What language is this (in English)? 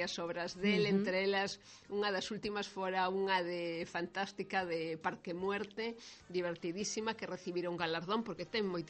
Galician